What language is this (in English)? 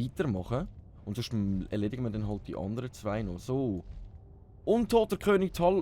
Swiss German